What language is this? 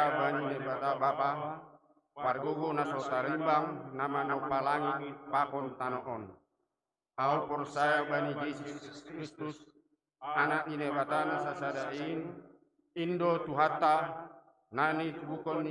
Batak Simalungun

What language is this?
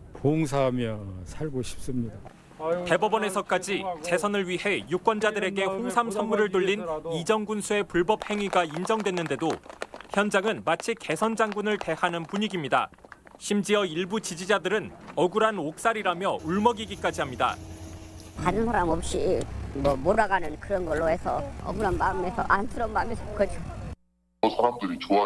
Korean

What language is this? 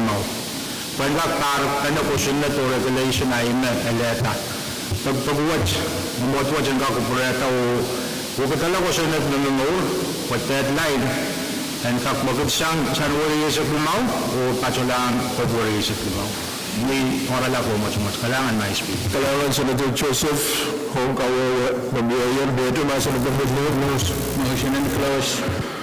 Pohnpeian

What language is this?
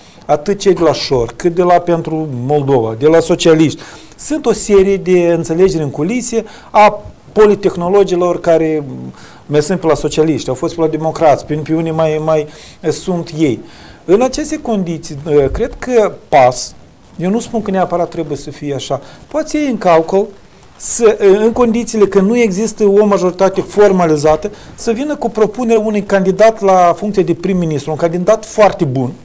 Romanian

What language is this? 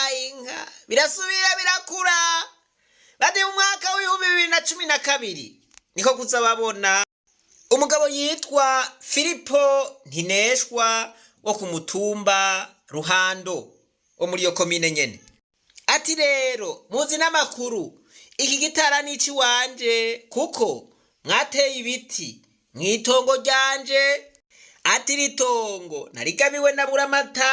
Rundi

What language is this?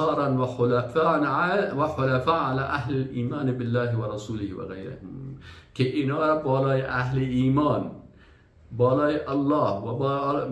Persian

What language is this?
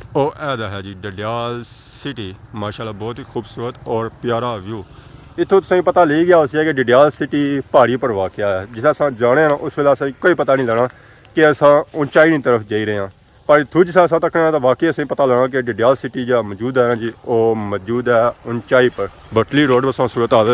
Pahari-Potwari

